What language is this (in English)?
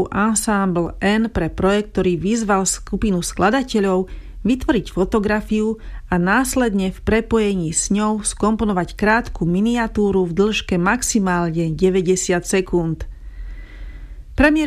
Slovak